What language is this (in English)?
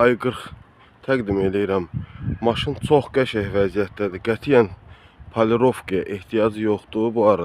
Azerbaijani